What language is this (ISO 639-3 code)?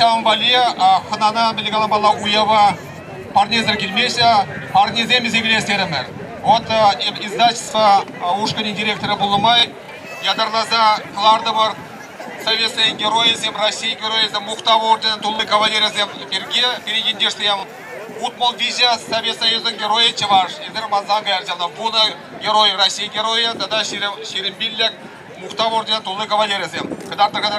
chv